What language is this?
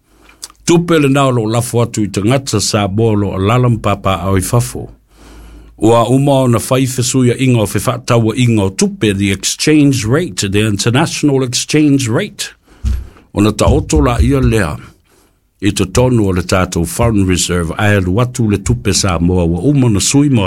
Samoan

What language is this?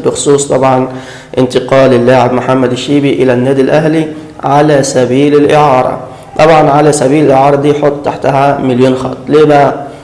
Egyptian Arabic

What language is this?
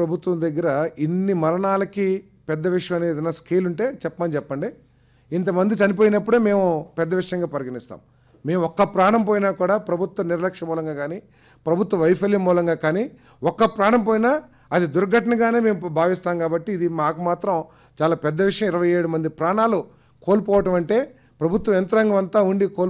Telugu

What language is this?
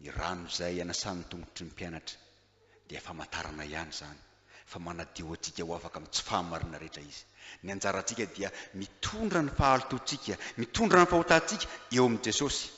Malagasy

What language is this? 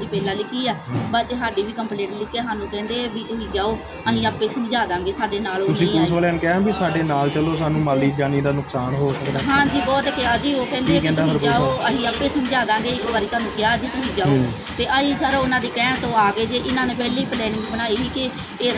Punjabi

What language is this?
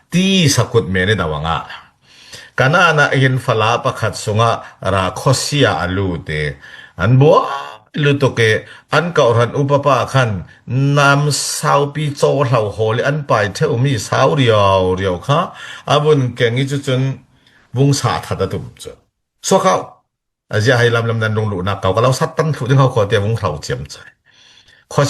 Falam Chin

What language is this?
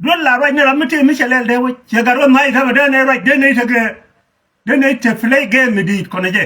Nuer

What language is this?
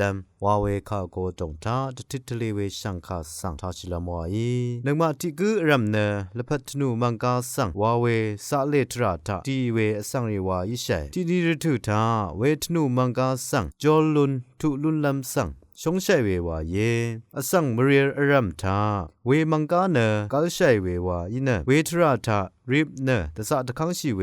Rawang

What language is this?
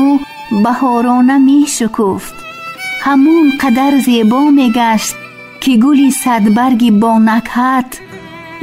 Tajik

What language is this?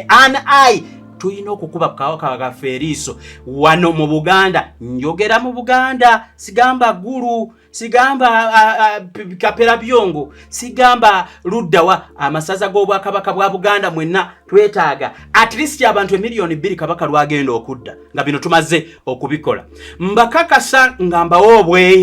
Ganda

